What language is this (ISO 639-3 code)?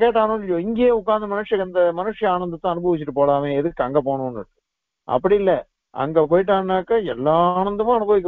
tam